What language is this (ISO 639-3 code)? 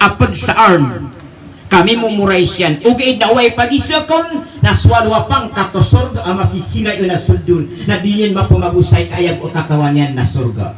mrw